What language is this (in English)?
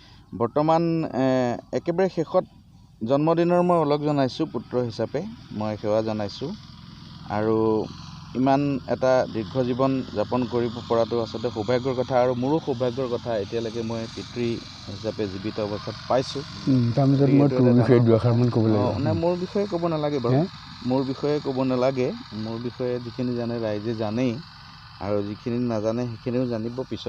Assamese